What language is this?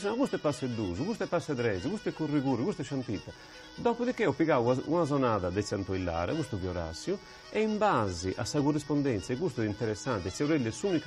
Sardinian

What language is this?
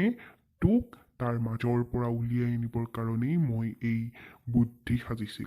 Assamese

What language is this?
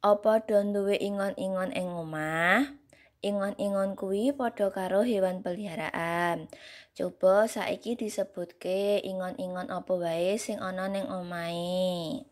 Javanese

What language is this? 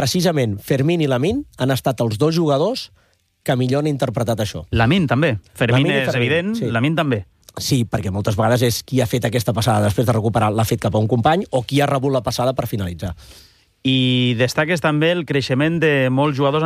Catalan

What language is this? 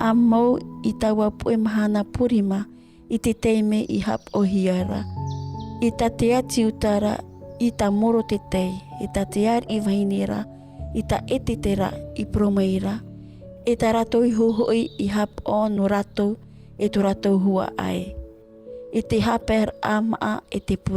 Tahitian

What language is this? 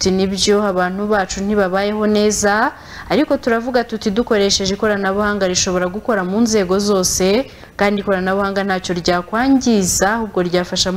Kinyarwanda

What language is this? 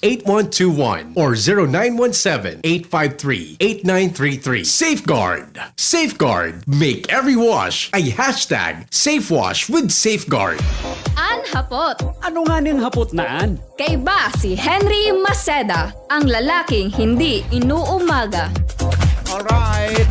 Bikol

